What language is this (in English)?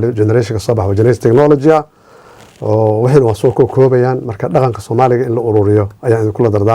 Somali